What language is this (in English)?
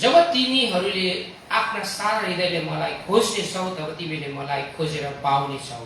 Nepali